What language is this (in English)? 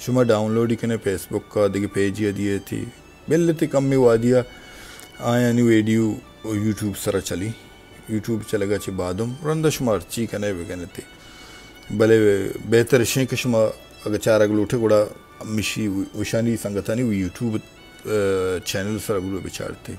Baluchi